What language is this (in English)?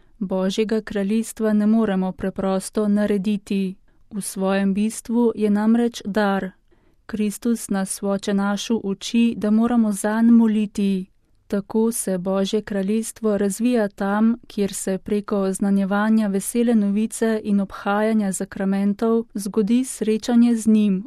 Slovenian